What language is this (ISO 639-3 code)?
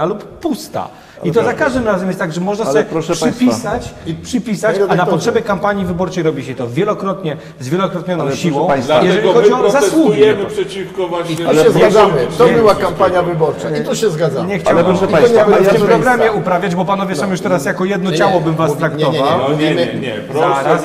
pol